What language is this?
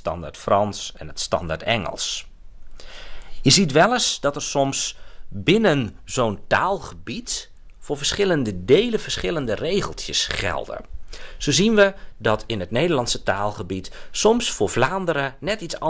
Dutch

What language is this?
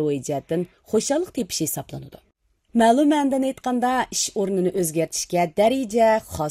Uyghur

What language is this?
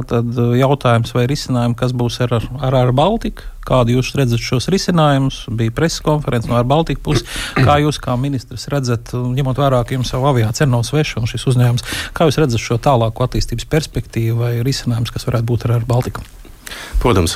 Latvian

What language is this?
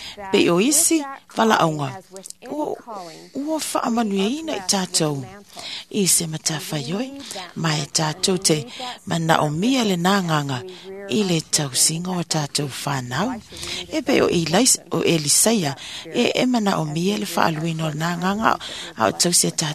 Samoan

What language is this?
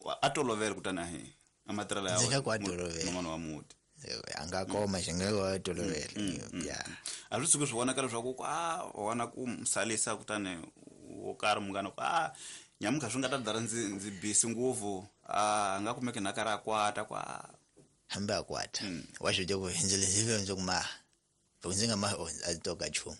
Tsonga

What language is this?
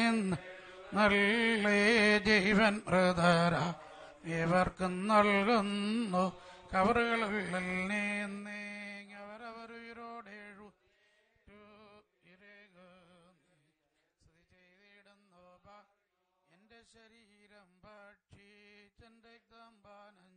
Malayalam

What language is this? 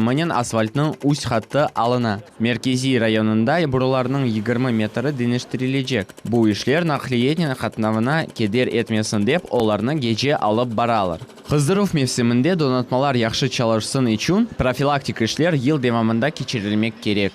Crimean Tatar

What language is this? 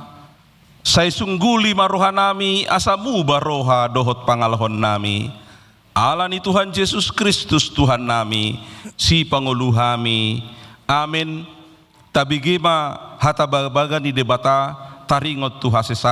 Batak Toba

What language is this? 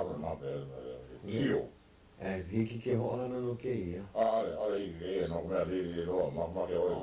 Hawaiian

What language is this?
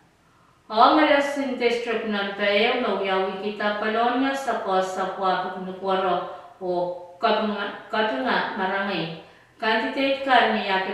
Pohnpeian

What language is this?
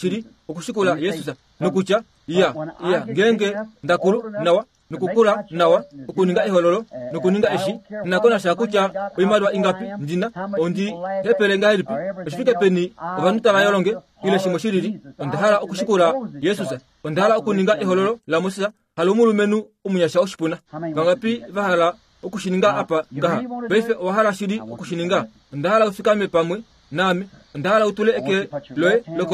Kuanyama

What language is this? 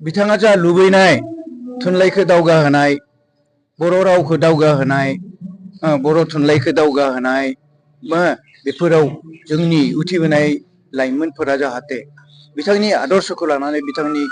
Bodo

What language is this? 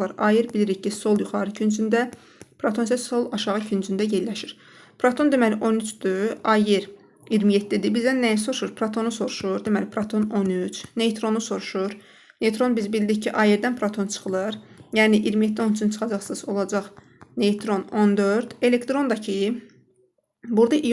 Azerbaijani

